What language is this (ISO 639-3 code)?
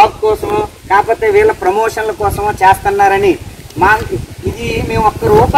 tel